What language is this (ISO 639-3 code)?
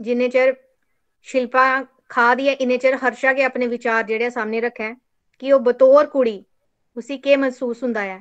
doi